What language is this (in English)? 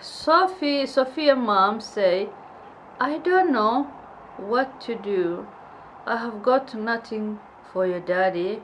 Somali